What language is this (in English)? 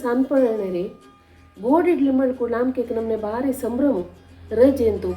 Konkani